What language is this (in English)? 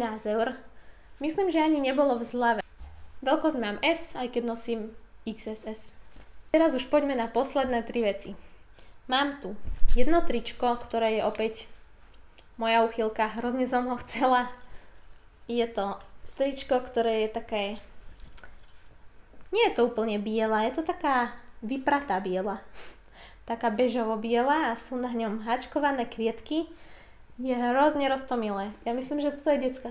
Slovak